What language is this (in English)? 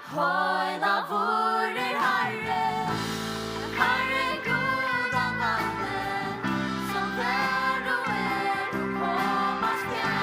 Faroese